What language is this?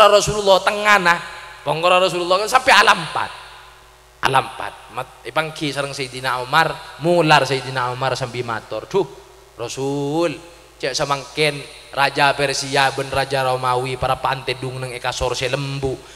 Madurese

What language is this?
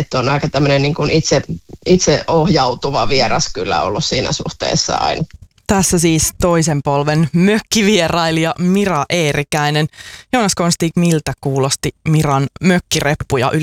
Finnish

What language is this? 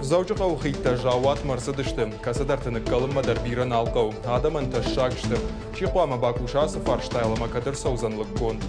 Ossetic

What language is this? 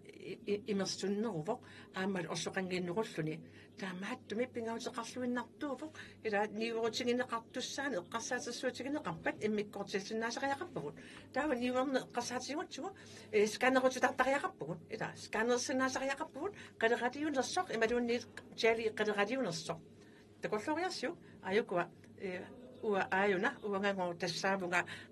Kalaallisut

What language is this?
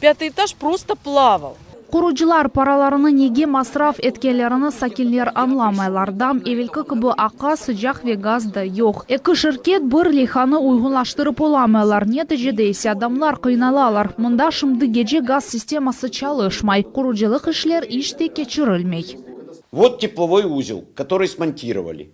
Crimean Tatar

